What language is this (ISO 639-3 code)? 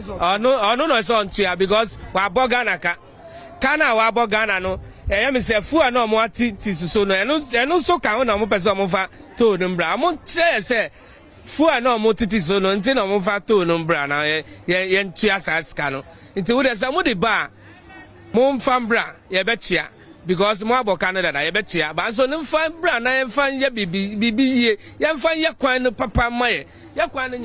aka